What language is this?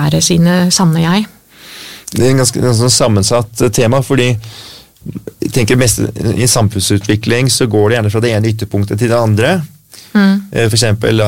Norwegian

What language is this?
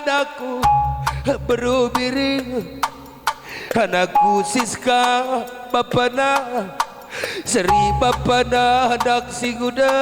Batak Karo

